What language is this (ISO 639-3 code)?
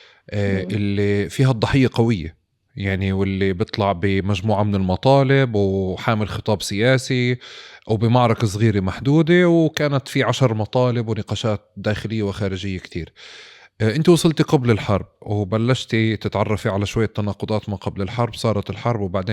apc